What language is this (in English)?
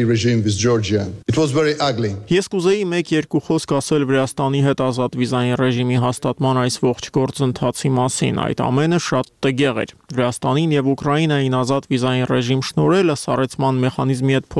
Armenian